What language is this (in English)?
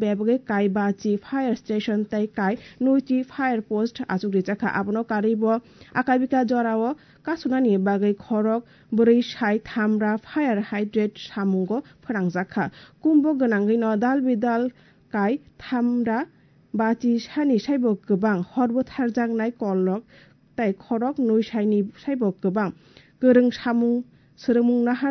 Kok Borok